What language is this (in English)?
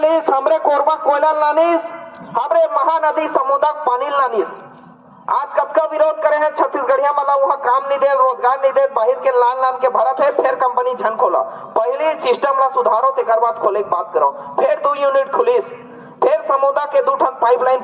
Chhattisgarhi